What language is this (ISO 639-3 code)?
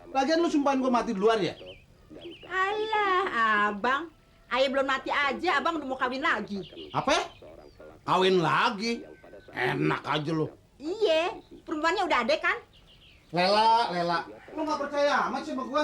bew